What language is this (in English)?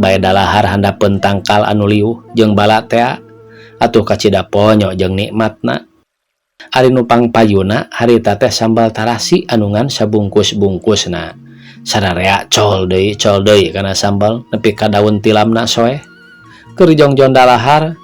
Sundanese